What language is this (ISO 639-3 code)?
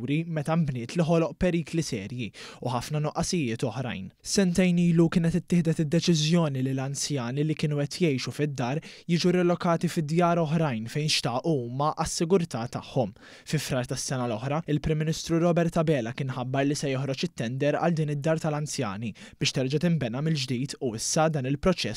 mlt